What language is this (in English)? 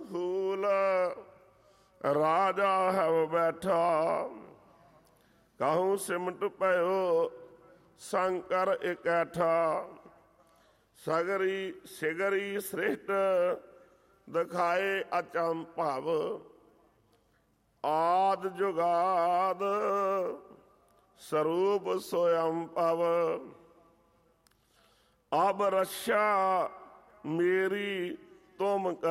Punjabi